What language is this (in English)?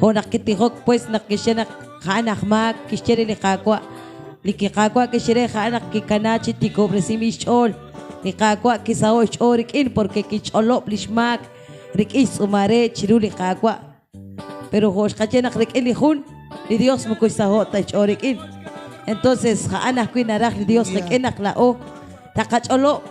Kekchí